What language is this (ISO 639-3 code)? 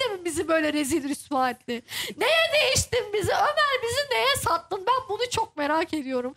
tur